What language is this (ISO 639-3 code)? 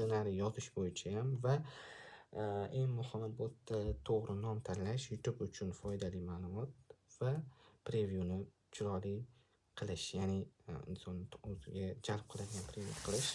uzb